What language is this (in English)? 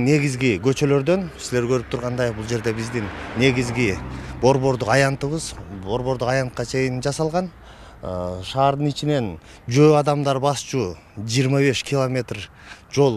Kyrgyz